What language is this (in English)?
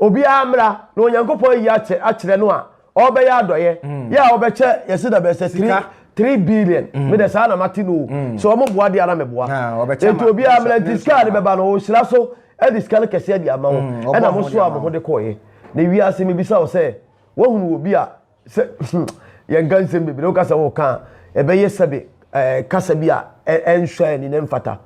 Akan